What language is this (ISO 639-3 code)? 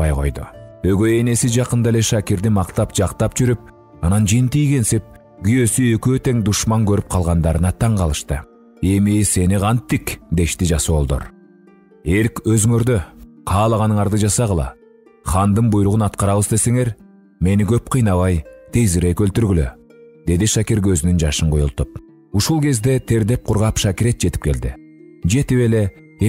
kir